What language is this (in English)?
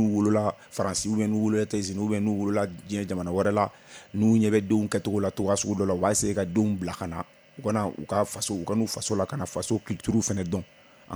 Bambara